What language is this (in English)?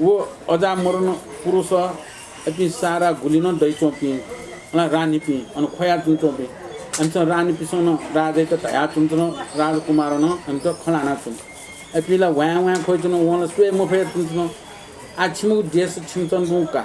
Newari